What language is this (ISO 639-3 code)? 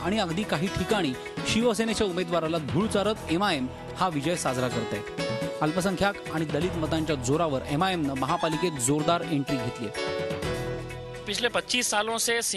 mar